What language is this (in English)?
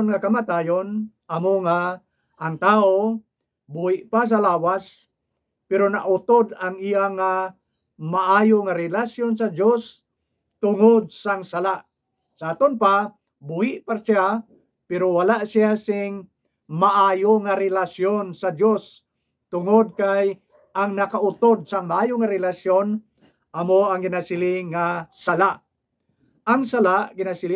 Hiligaynon